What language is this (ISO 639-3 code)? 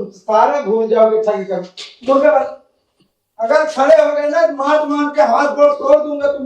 awa